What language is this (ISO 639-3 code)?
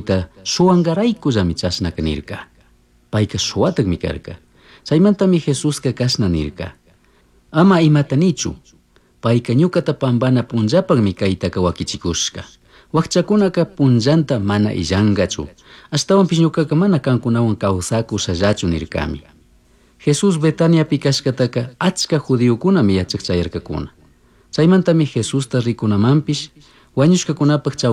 qug